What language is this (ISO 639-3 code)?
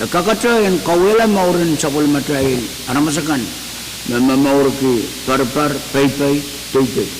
pon